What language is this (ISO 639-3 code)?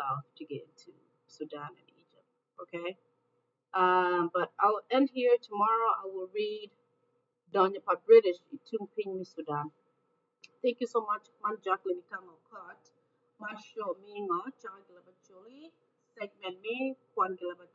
ach